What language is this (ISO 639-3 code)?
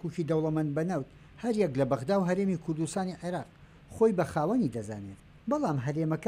ckb